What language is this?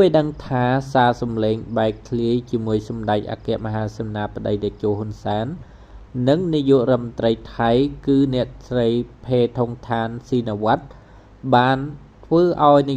Khmer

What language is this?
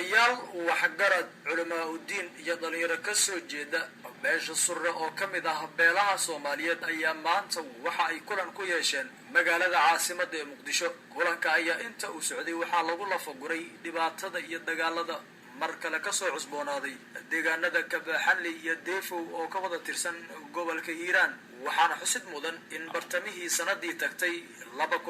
Somali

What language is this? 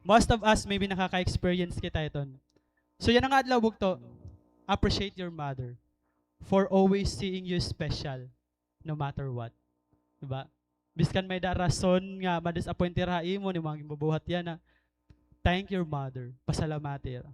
Waray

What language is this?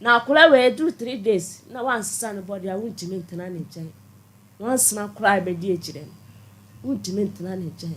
Akan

